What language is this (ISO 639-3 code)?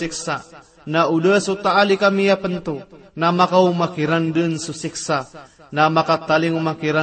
mrw